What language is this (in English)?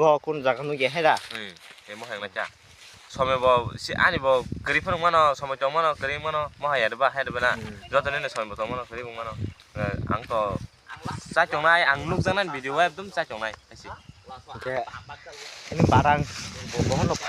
Kok Borok